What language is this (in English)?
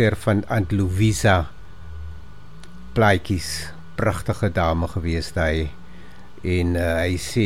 Afrikaans